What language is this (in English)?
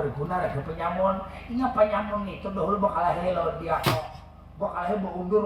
Banjar